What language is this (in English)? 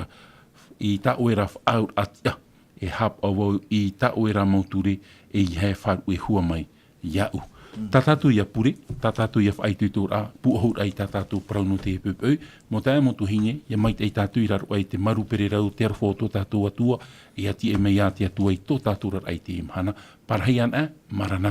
Tahitian